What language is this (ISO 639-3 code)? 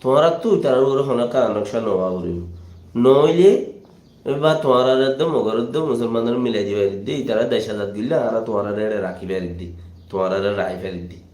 rhg